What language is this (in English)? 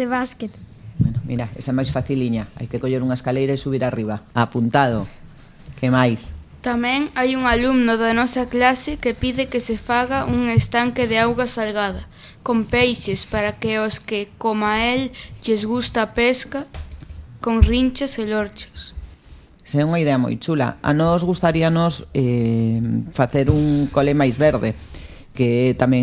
Galician